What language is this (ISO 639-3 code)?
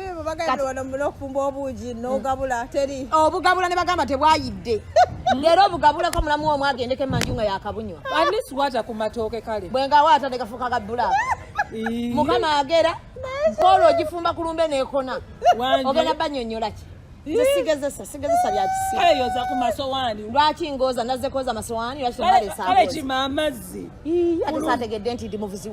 lug